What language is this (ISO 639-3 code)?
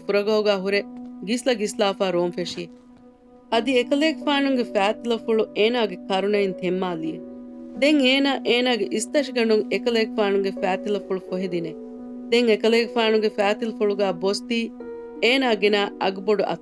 div